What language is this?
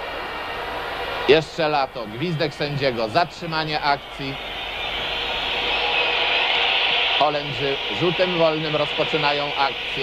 Polish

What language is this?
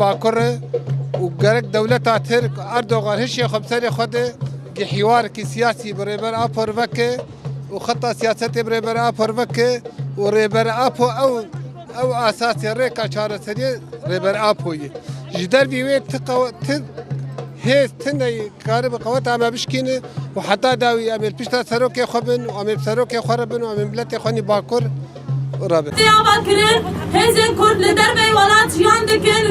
Kurdish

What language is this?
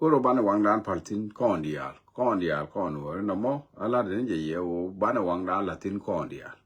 Nuer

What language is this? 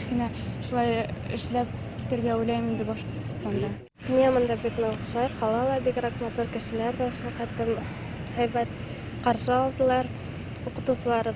Bashkir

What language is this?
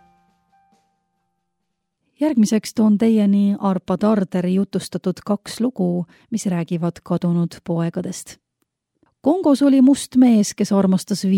Estonian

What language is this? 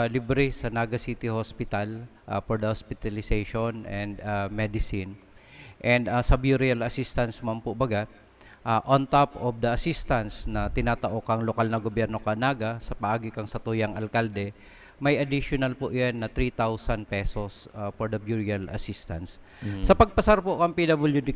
Bikol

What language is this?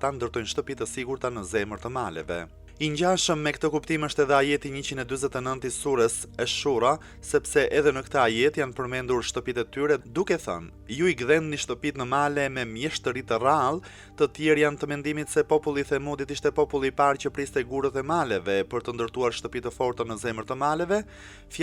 Albanian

